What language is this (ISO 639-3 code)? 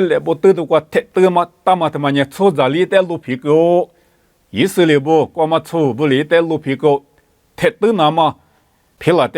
lis